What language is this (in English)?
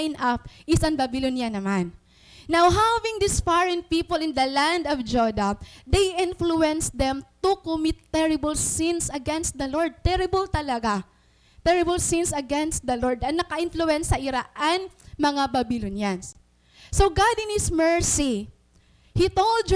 Waray